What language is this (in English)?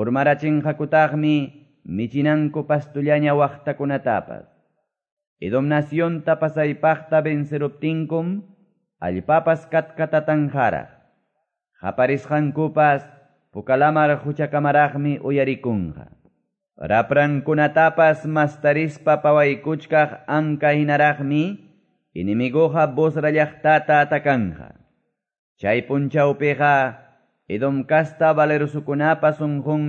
Quechua